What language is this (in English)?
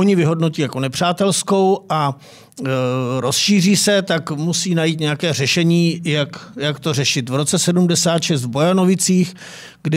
Czech